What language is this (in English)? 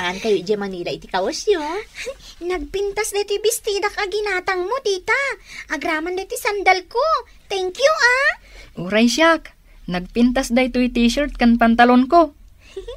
Iloko